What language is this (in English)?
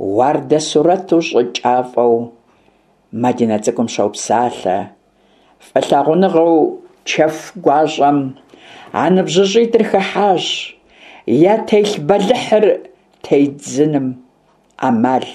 Kabardian